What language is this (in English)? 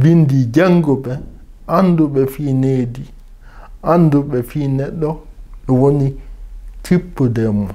Fula